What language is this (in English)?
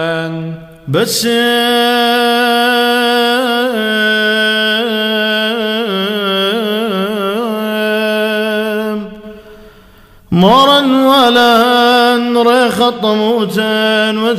Arabic